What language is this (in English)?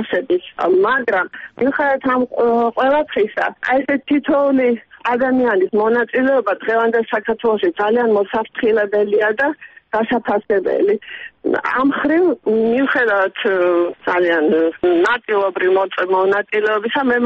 Georgian